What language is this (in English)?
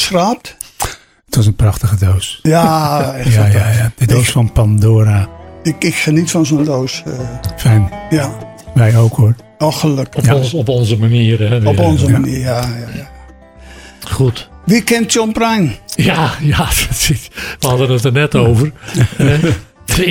Dutch